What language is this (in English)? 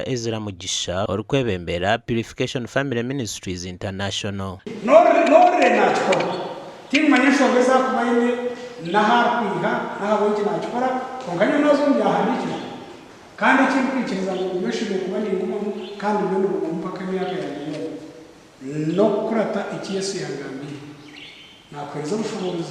Nyankole